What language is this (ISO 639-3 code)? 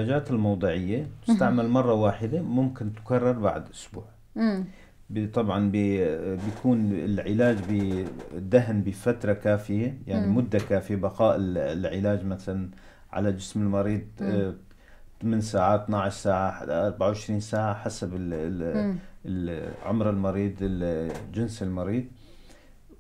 apc